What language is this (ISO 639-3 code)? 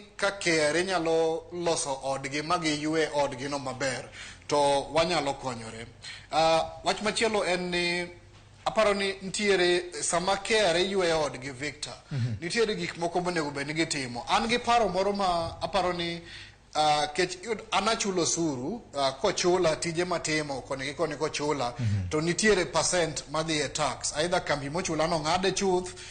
luo